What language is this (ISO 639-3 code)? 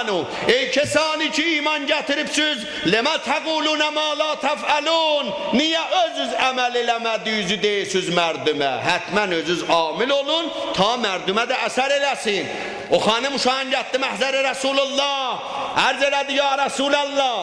azb